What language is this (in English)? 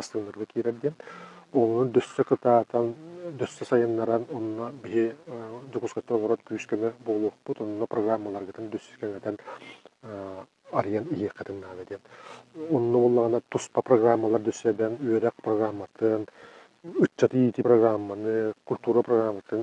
Yakut